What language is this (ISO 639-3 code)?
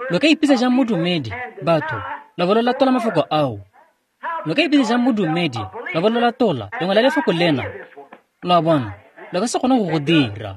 tsn